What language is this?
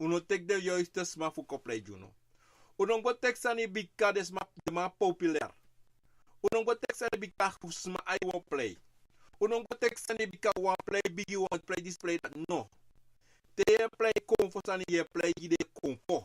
Sranan Tongo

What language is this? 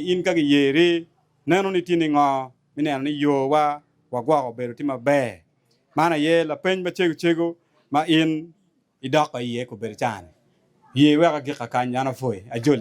Acoli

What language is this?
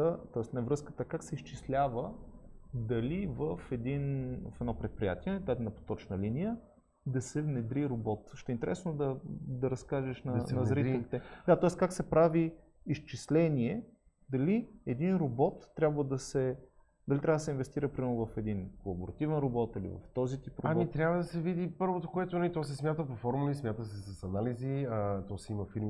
Bulgarian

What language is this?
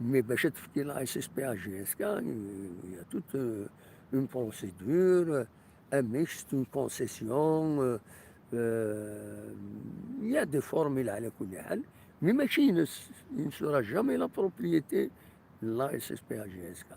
Kabyle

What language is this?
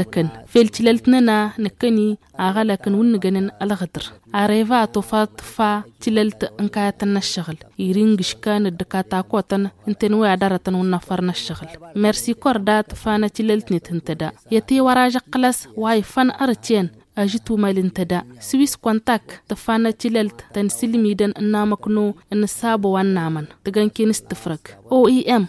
Tamasheq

